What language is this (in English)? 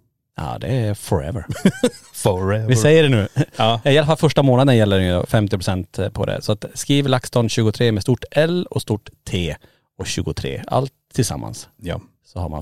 Swedish